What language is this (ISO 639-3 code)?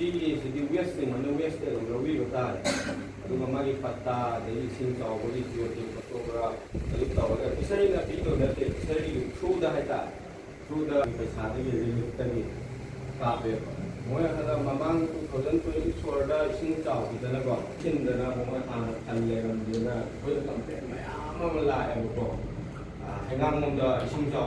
mni